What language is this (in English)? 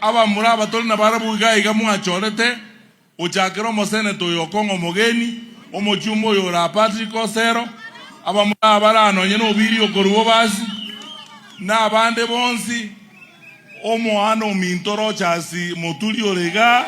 Gusii